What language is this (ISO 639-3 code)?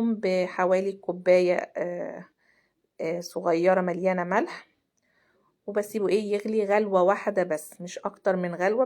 arz